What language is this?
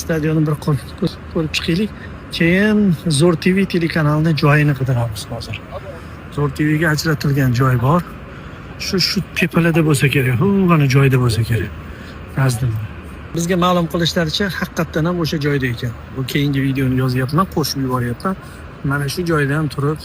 Uzbek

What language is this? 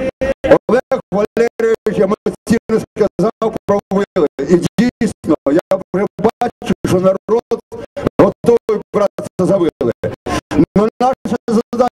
Ukrainian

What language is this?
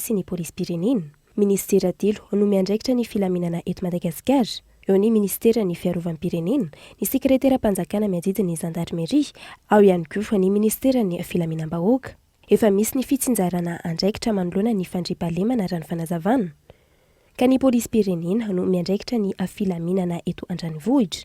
Malagasy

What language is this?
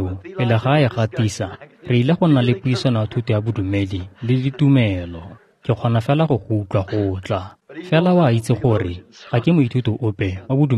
Tswana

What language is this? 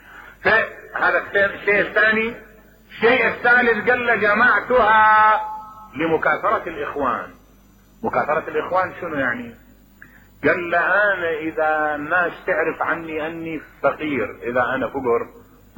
Mesopotamian Arabic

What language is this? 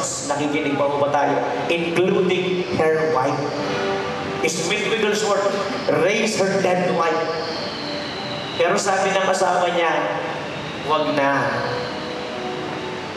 Filipino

